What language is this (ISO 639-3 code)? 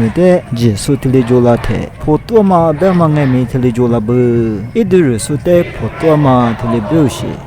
lis